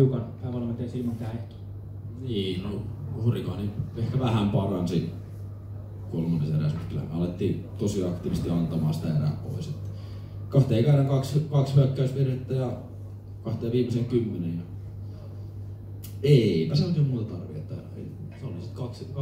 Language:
Finnish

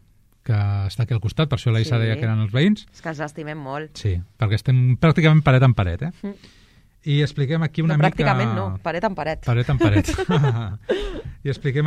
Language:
Catalan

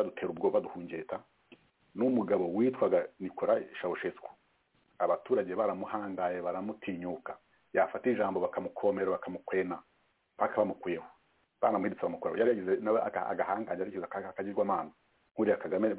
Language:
Kinyarwanda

